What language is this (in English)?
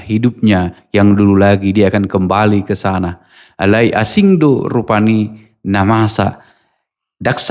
Batak Toba